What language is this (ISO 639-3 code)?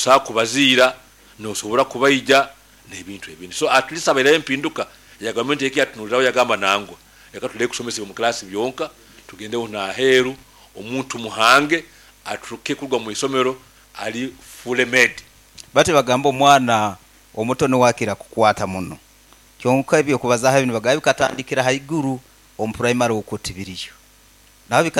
nyn